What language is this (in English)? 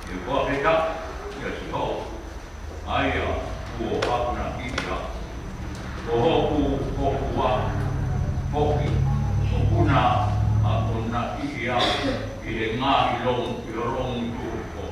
Tongan